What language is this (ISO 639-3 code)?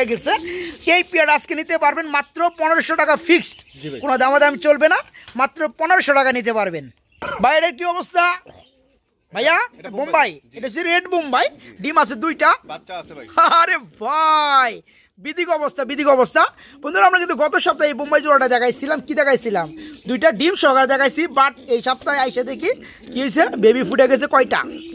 ben